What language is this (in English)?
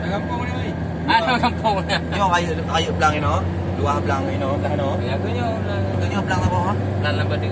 Achinese